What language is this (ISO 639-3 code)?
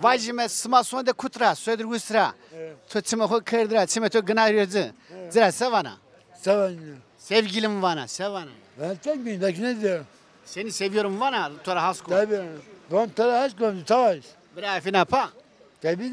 zza